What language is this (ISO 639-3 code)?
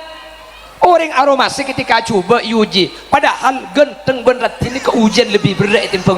mad